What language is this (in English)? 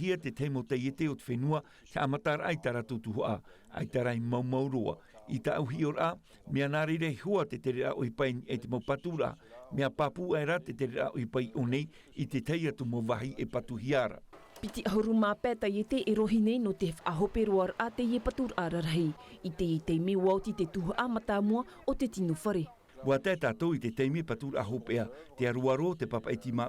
Tahitian